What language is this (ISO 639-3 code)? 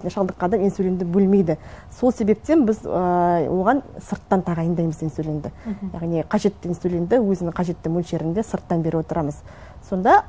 kaz